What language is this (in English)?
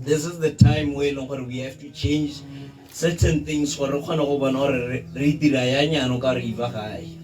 Tswana